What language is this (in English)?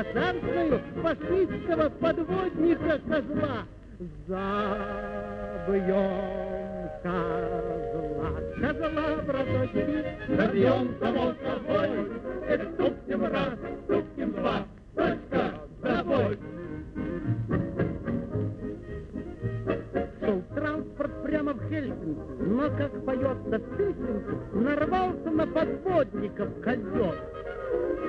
Russian